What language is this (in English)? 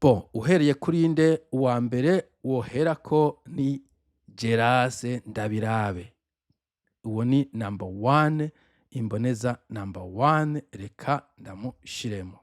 Rundi